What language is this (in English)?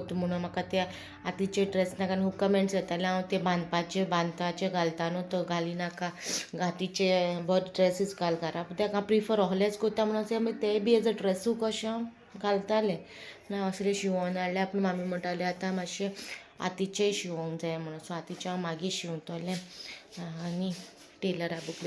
Konkani